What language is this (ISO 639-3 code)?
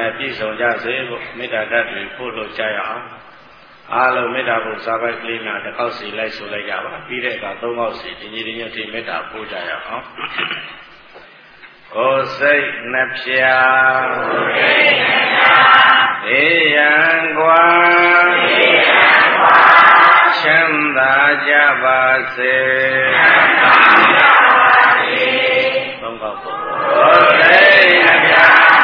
mya